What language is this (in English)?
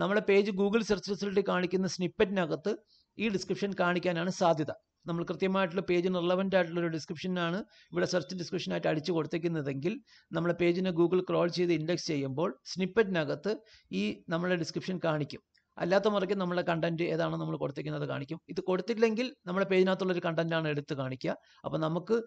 Malayalam